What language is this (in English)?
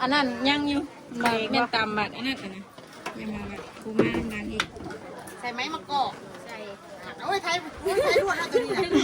Northeastern Thai